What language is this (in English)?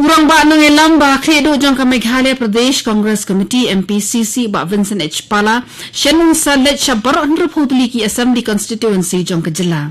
Khasi